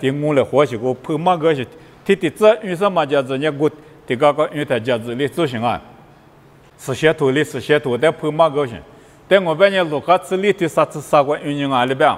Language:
Lisu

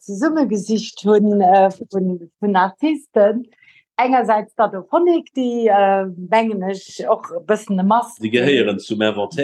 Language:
Luxembourgish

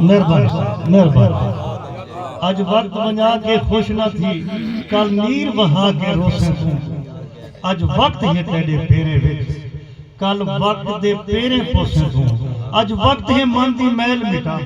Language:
Saraiki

